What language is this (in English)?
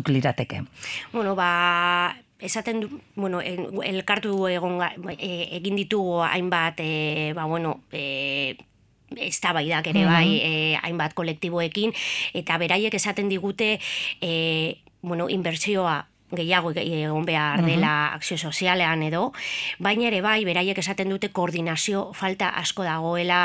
Basque